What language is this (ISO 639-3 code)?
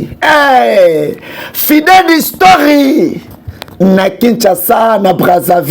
lin